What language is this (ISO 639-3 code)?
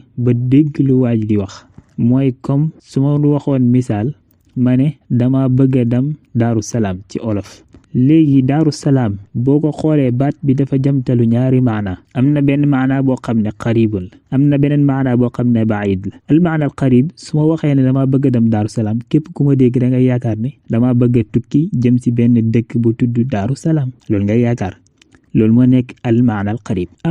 wol